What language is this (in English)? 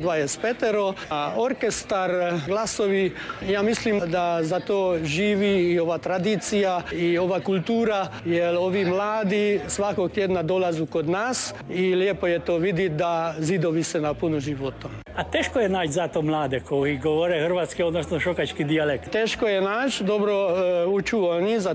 Croatian